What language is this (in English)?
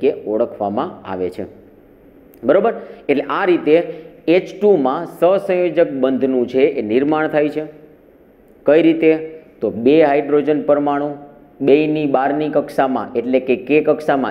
Gujarati